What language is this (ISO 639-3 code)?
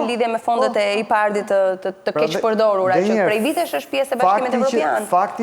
sqi